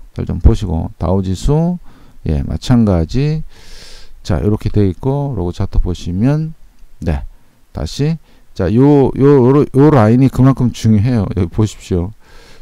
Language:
Korean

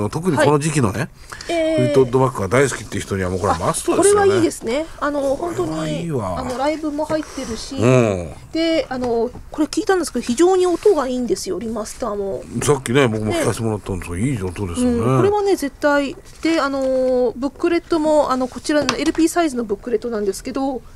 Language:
Japanese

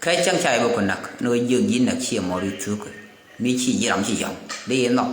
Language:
Nuer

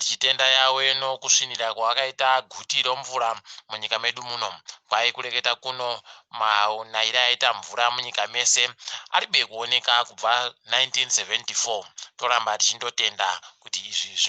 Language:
Ndau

